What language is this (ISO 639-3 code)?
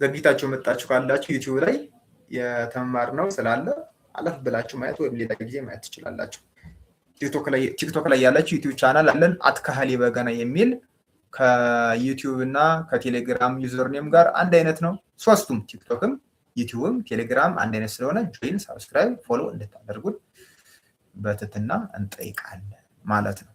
amh